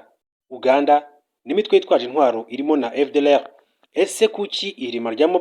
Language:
Kinyarwanda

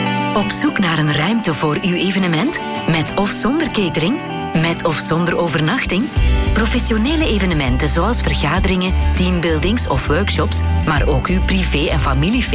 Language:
Dutch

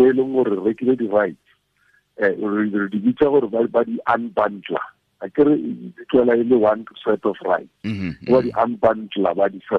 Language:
Tswana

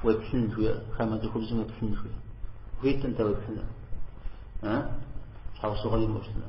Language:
Kabardian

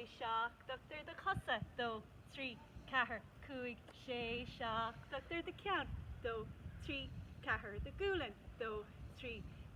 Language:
Irish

